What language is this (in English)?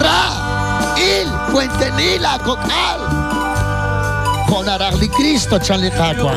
Kekchí